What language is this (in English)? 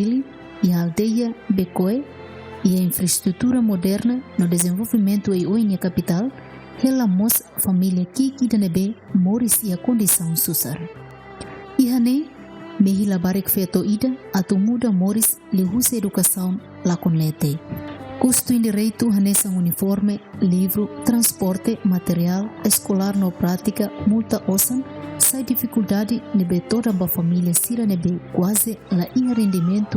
Tetum